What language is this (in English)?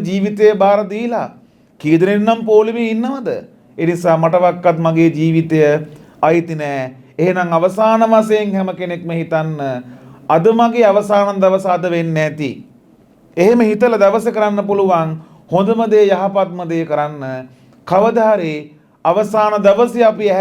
Sinhala